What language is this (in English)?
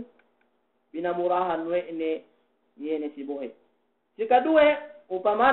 Yakan